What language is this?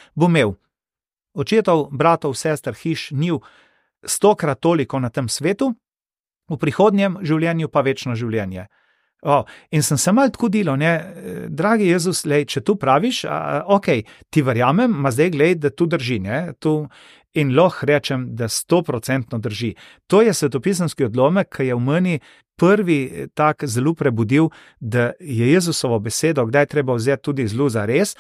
Slovenian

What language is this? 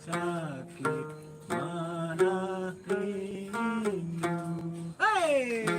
Sasak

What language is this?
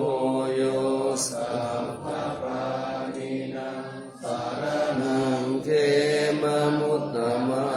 Pali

